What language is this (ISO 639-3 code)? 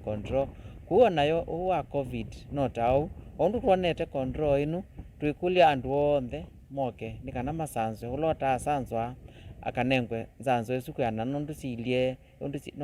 kam